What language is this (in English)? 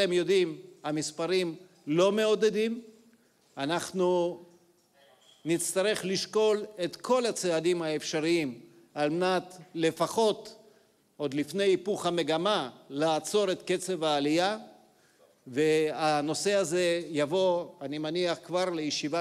Hebrew